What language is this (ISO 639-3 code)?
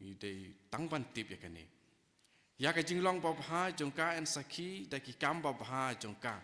kha